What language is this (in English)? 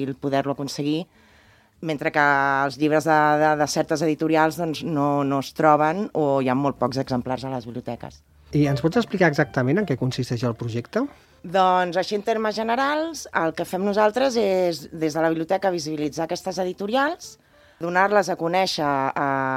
Catalan